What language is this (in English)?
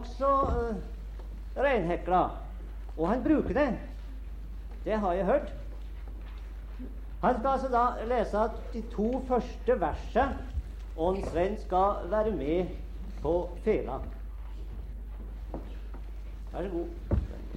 Norwegian